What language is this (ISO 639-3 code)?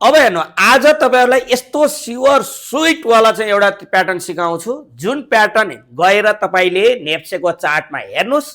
nep